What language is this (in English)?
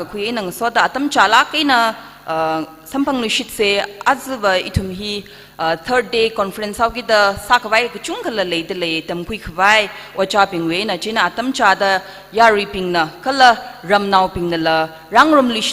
Tangkhul Naga (India)